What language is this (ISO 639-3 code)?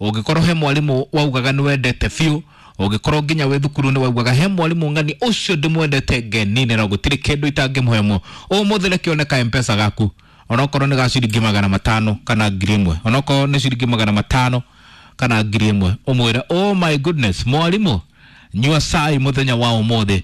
kik